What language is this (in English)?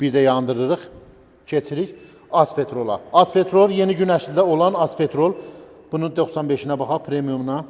Azerbaijani